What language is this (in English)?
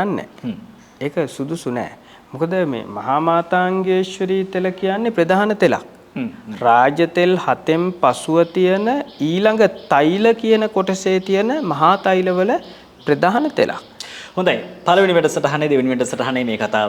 Sinhala